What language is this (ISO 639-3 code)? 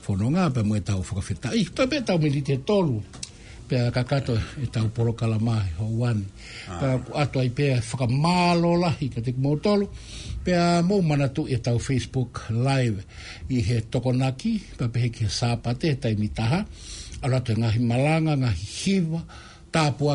ton